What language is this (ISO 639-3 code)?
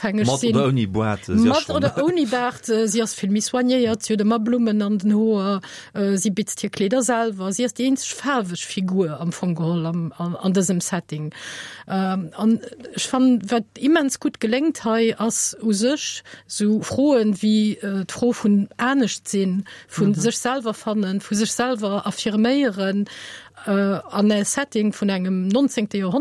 ltz